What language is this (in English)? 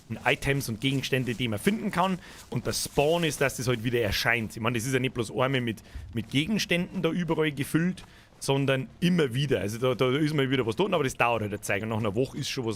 Bavarian